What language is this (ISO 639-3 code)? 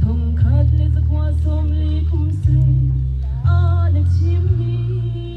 cnh